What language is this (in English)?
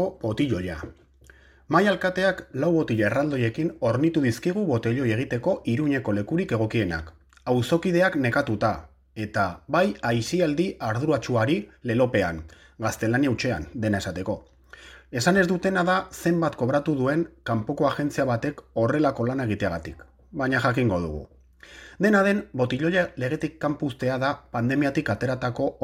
Basque